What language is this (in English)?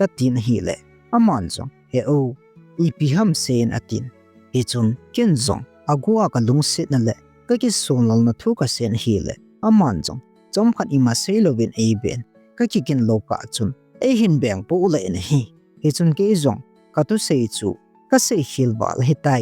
Thado Chin